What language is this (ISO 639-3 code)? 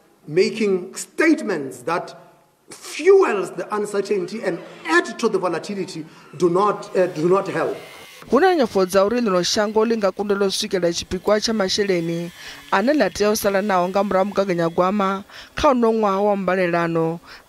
ven